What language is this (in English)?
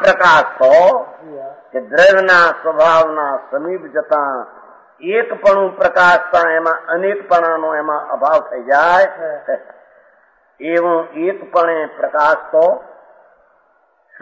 Gujarati